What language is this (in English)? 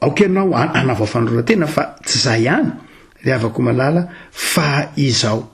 Malagasy